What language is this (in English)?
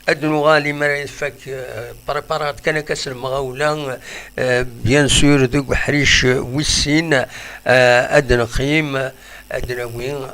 Kabyle